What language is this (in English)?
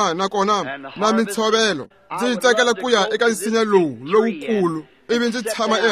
Tsonga